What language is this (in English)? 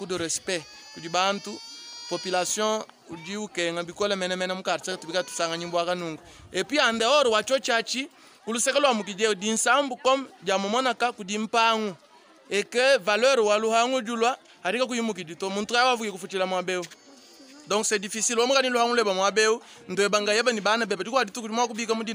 Luba-Lulua